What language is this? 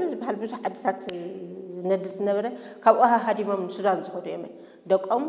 Tigrinya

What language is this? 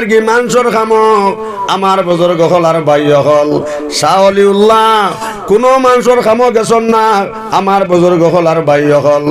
Sylheti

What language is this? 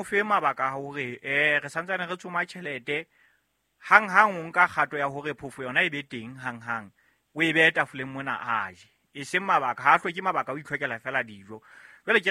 Southern Sotho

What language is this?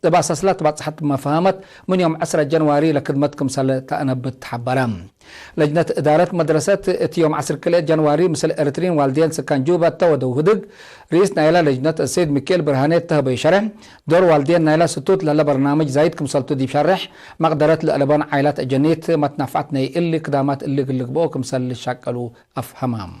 Tigre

